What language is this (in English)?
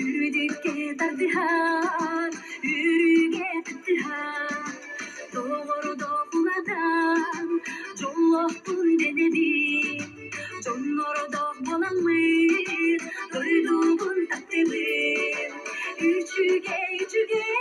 Yakut